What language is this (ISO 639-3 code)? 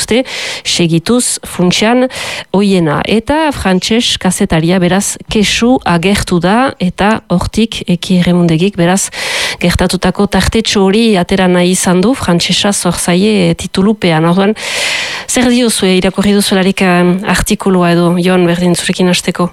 eus